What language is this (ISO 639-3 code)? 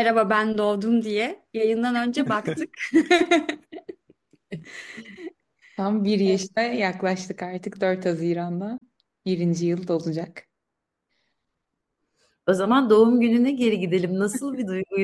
tur